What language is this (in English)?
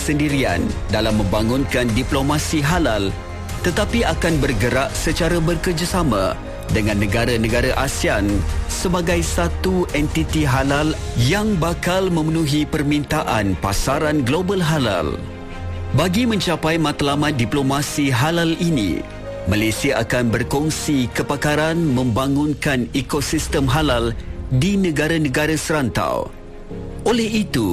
Malay